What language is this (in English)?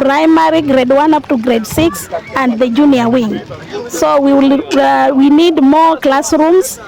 Kamba